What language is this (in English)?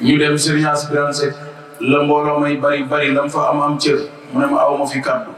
Wolof